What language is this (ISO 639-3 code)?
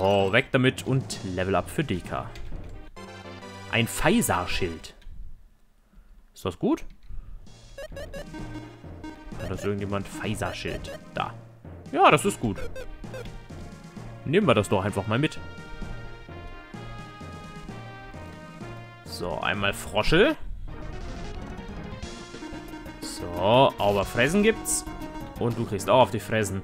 deu